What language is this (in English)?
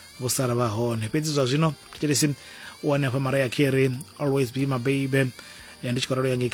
Venda